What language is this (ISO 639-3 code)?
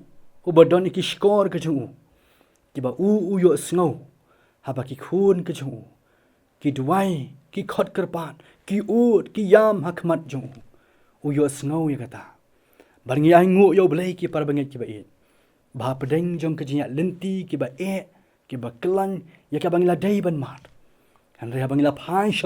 kha